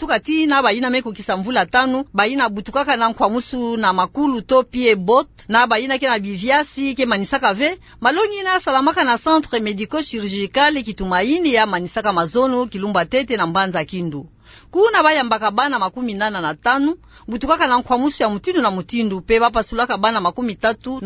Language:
Kituba (Democratic Republic of Congo)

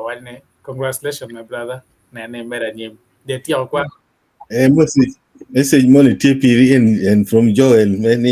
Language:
Acoli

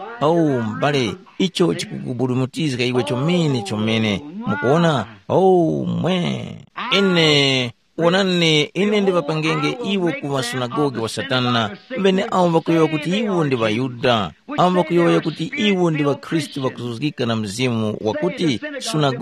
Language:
Tumbuka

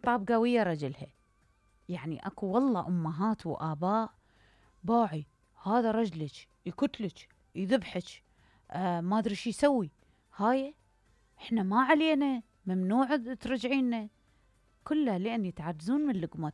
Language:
Mesopotamian Arabic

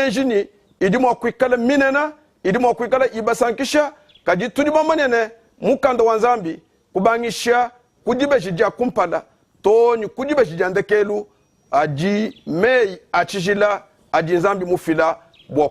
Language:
Luba-Lulua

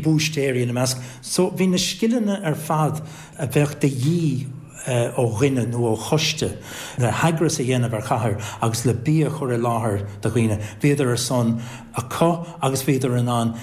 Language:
Irish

